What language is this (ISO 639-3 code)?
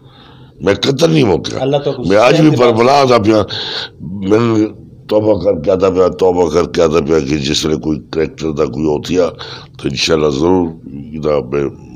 skr